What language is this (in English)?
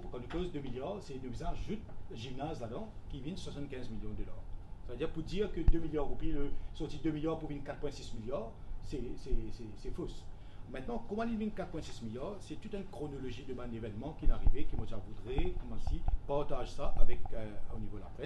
Morisyen